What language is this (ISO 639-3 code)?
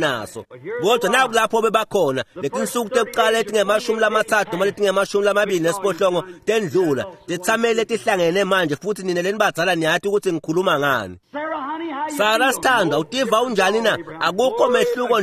ssw